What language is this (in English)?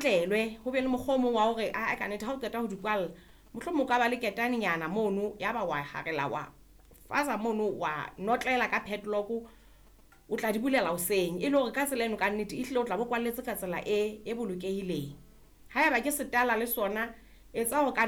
Southern Sotho